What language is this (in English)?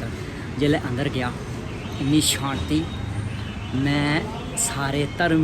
Dogri